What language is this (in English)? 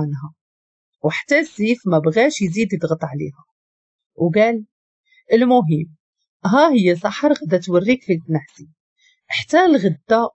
Moroccan Arabic